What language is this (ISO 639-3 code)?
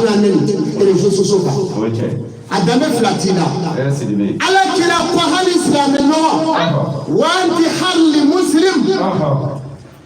bam